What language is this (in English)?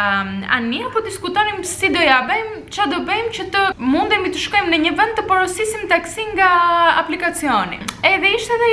Albanian